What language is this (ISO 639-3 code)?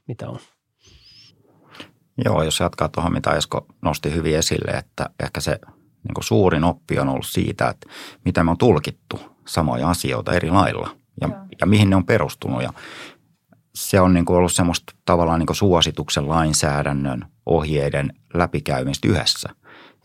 fin